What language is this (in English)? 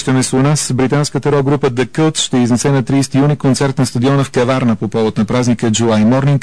Bulgarian